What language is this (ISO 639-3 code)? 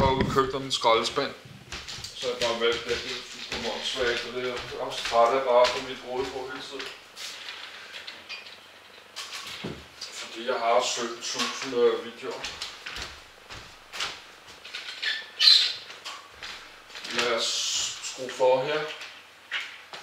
dan